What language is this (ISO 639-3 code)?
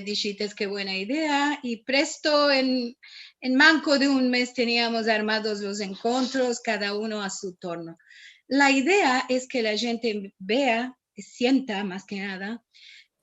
lad